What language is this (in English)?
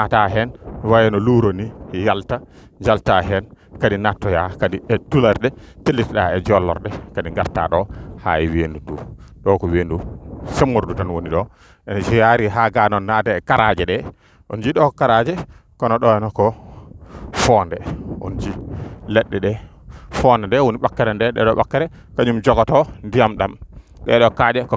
Fula